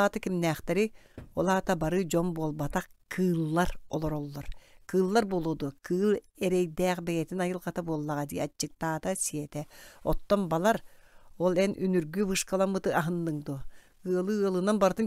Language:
Yakut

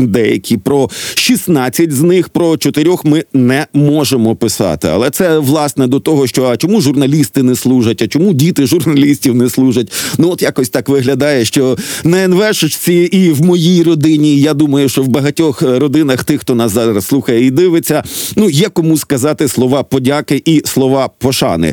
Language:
Ukrainian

